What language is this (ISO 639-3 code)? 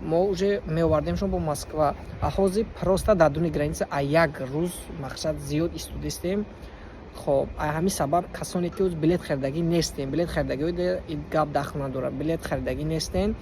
tgk